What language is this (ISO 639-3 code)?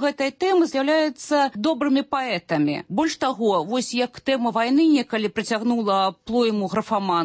bel